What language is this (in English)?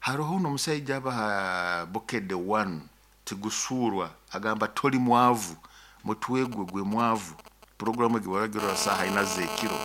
Nyoro